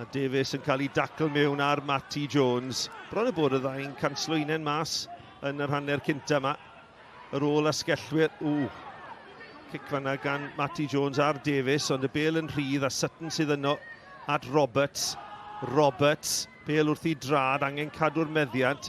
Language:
Welsh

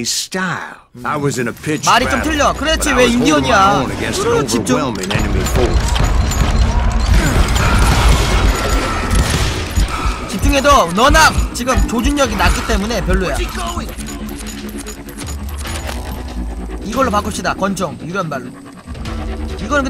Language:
Korean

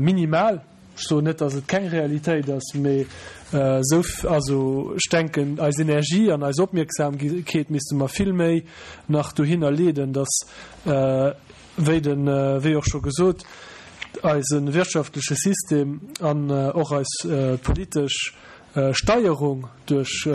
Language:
Luxembourgish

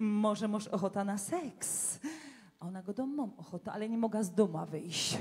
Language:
Silesian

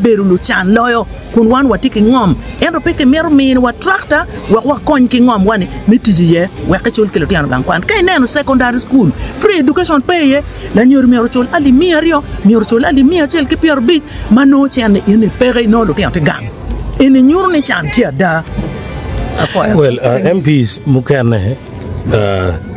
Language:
Acoli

